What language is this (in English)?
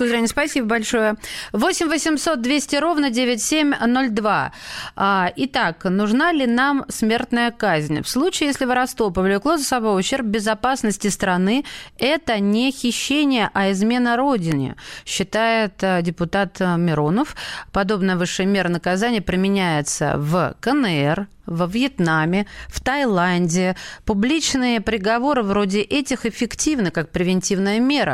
Russian